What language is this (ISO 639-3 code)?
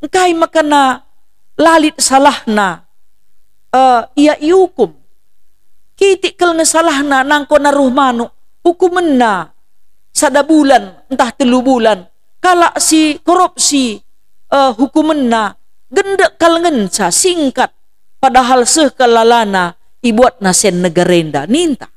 btx